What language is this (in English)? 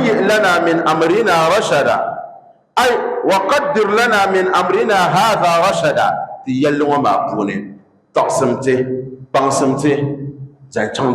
Dagbani